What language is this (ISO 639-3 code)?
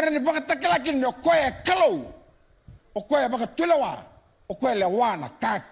fij